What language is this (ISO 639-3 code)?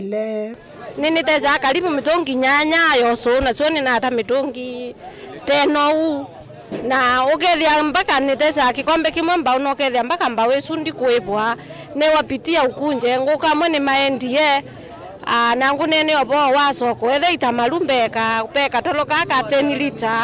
kam